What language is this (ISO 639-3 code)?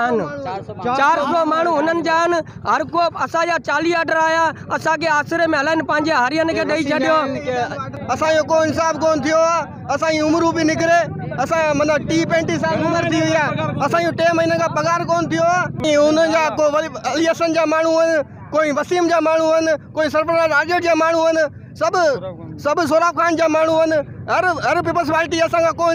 snd